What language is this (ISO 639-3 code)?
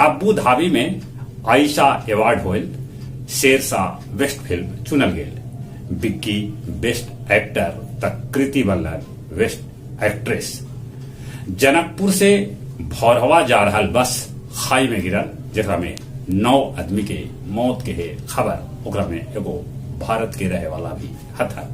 mag